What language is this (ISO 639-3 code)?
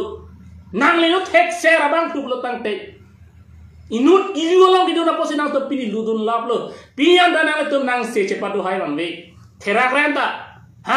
mjw